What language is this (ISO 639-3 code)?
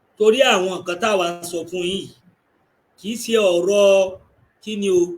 yor